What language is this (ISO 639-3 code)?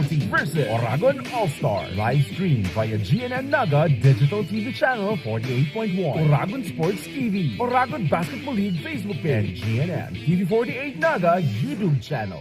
bik